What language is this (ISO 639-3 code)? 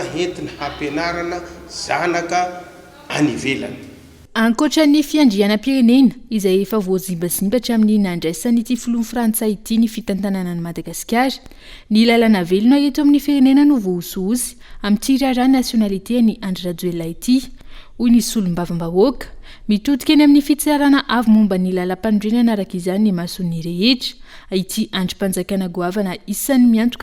mlg